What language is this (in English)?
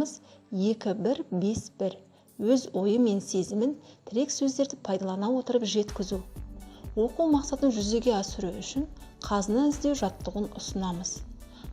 Kazakh